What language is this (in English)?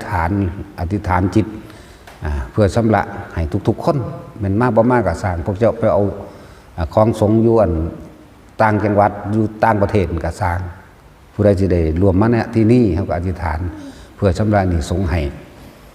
Northeastern Thai